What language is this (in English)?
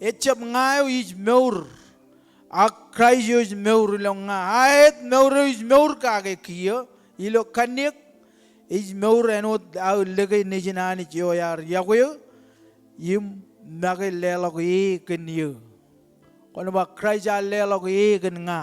Marshallese